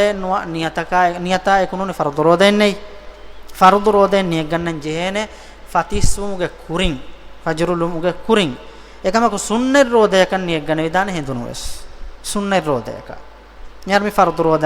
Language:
Divehi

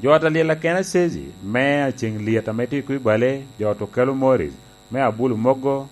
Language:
Lango (Uganda)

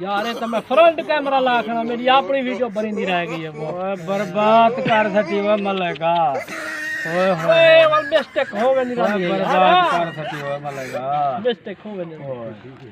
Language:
Saraiki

